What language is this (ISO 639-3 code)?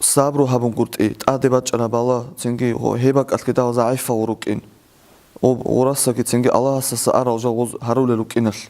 ava